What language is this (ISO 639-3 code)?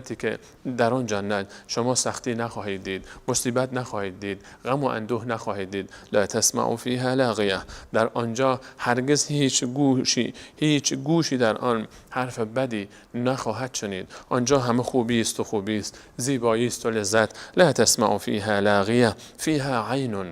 fas